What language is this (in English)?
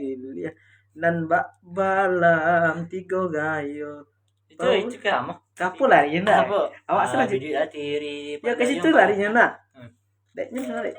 Minangkabau